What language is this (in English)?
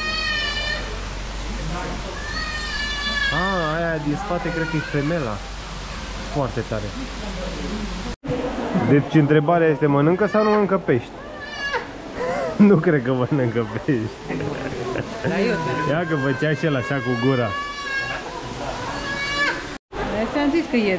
Romanian